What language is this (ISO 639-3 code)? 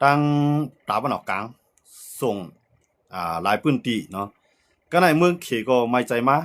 shn